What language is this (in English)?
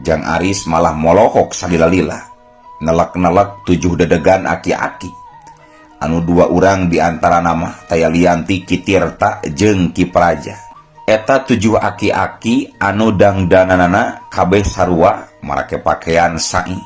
Sundanese